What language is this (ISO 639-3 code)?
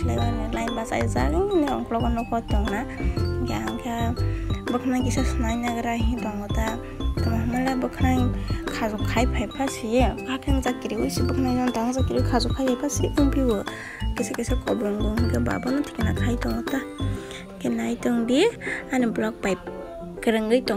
trp